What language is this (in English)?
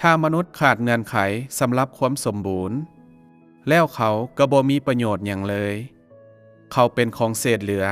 Lao